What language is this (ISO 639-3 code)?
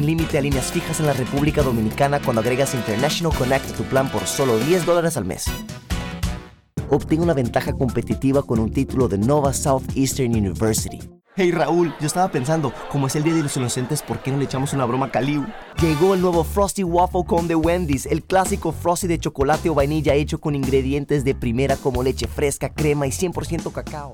spa